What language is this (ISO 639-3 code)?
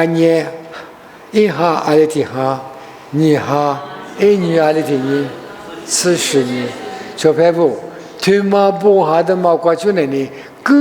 lis